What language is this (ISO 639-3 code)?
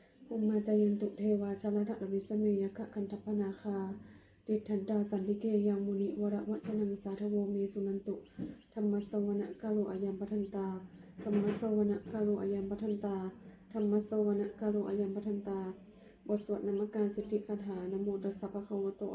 pli